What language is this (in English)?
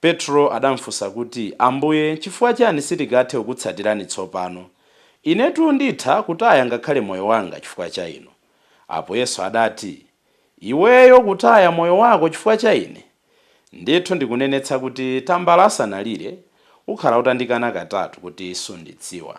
Nyanja